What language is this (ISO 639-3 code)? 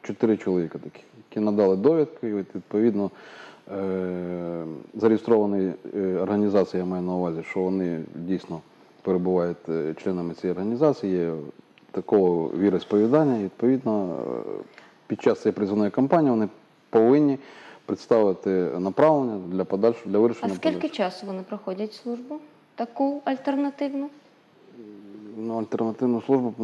ukr